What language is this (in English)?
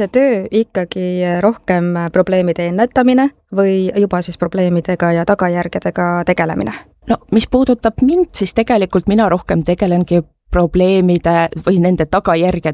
Estonian